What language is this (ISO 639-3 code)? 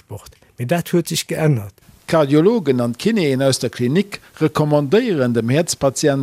ltz